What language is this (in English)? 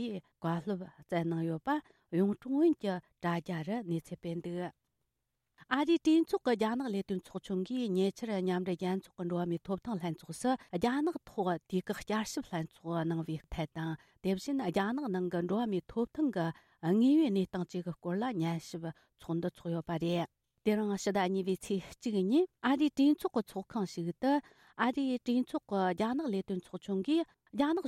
Tibetan